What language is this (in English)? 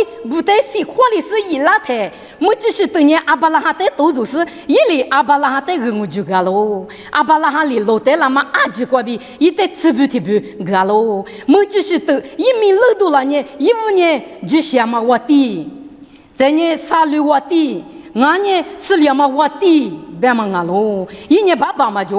Lisu